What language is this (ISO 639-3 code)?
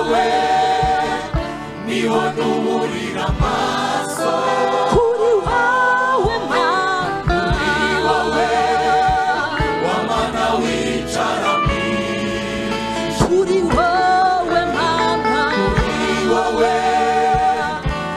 kin